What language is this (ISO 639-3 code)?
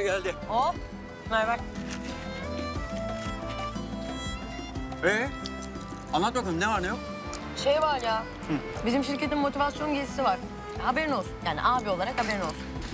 tur